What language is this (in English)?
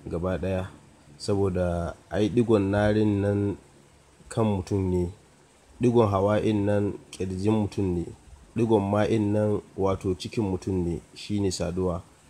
Hausa